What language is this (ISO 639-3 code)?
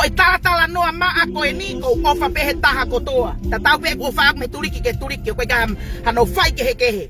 ton